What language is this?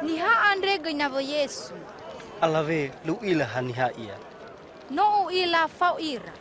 Nias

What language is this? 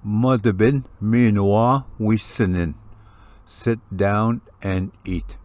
Ojibwa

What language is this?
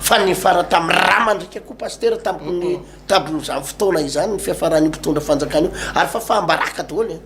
Malagasy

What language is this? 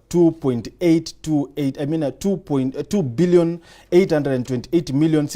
Meru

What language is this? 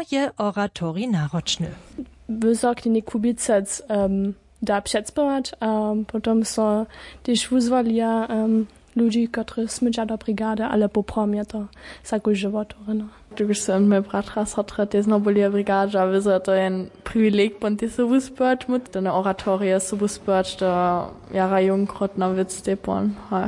Upper Sorbian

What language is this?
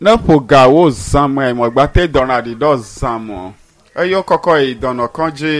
Ewe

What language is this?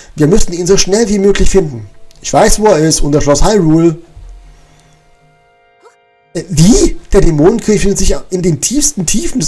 German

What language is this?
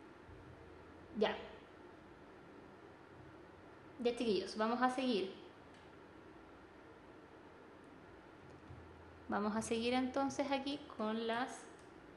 Spanish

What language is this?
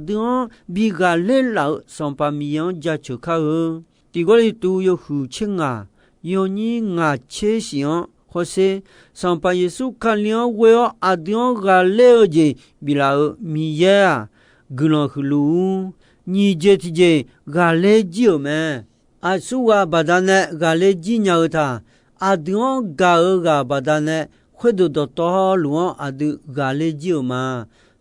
Akha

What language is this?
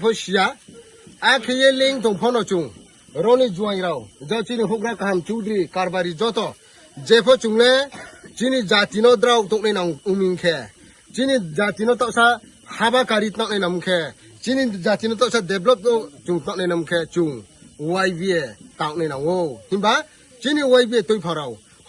Riang (India)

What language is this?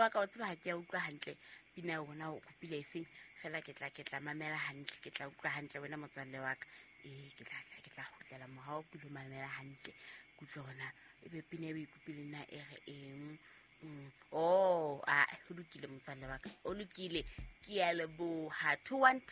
Southern Sotho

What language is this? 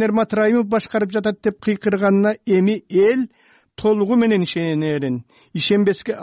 Kyrgyz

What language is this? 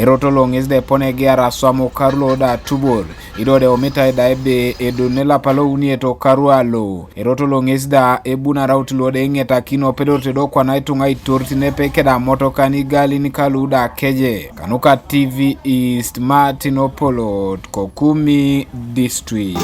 Teso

